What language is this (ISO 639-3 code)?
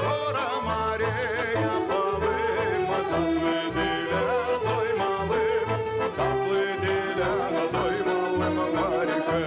gag